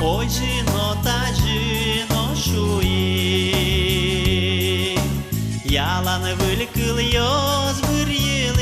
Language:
Udmurt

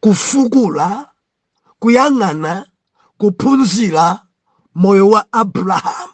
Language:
Nyanja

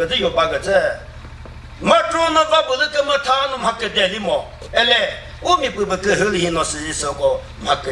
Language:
Chokri Naga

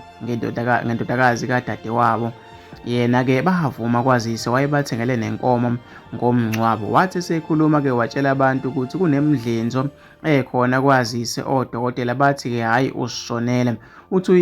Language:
Zulu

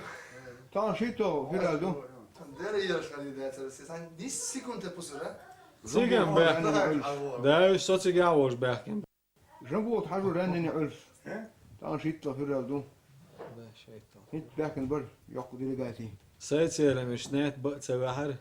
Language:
Chechen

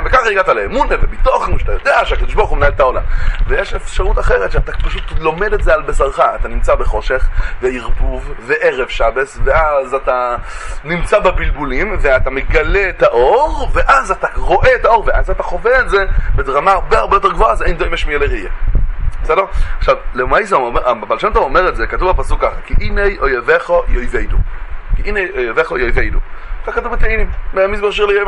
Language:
Hebrew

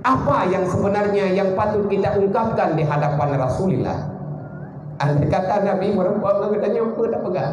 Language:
Achinese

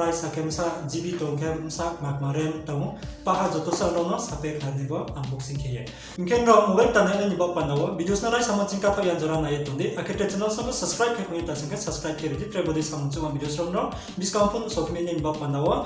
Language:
Riang (India)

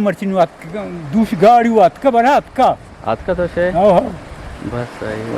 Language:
Eastern Balochi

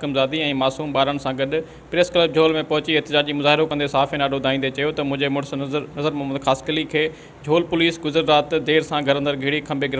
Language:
Sindhi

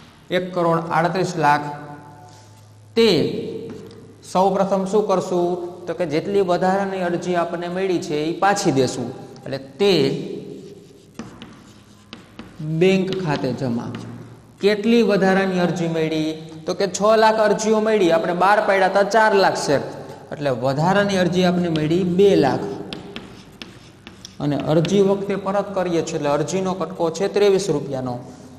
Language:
Gujarati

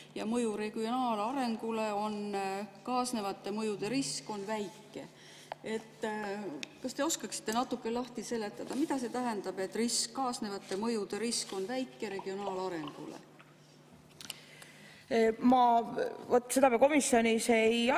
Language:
Estonian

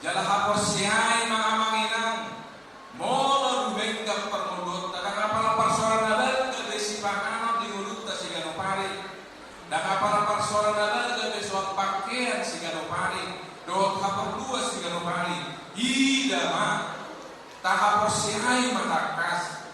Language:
Batak Toba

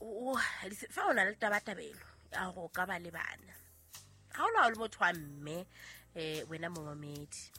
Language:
Southern Sotho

